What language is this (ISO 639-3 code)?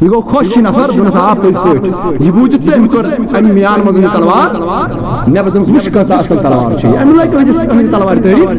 kas